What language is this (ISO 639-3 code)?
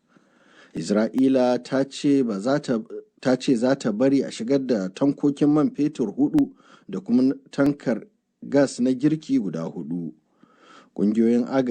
hau